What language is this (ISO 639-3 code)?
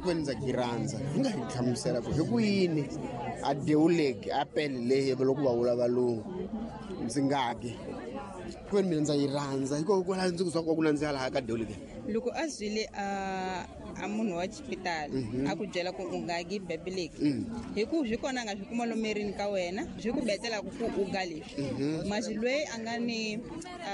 tso